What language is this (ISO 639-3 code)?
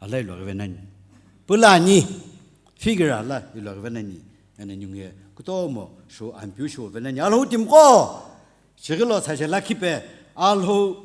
nsm